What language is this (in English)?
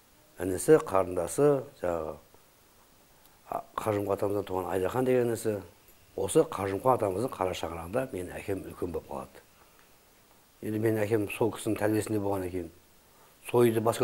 Kazakh